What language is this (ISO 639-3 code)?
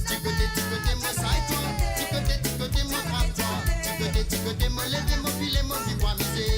mfe